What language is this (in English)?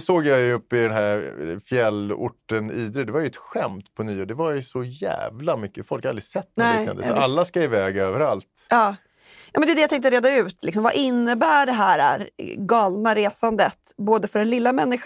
Swedish